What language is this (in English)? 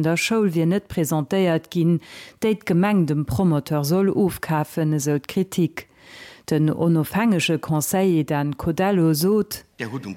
Luxembourgish